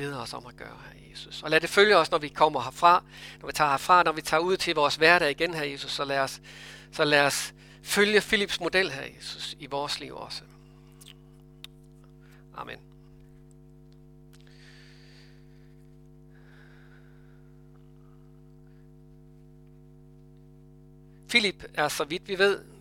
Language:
Danish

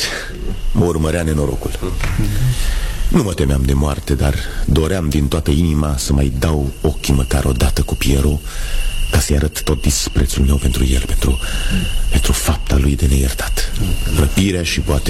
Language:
Romanian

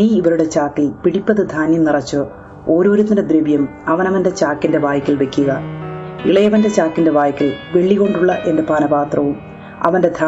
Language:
Malayalam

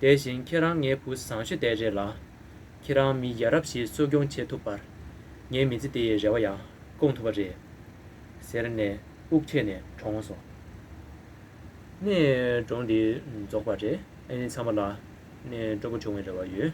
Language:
Tibetan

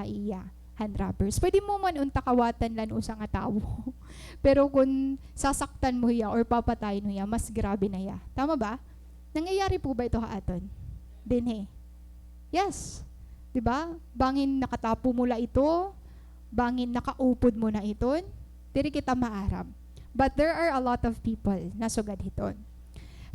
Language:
Waray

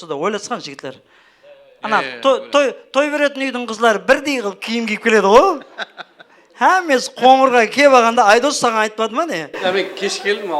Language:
Kara-Kalpak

